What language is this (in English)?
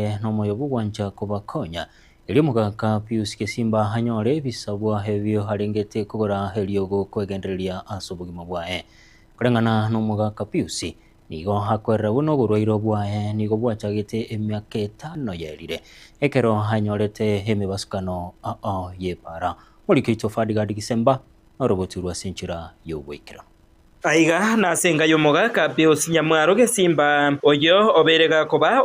Gusii